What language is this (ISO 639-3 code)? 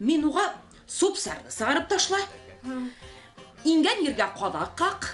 bak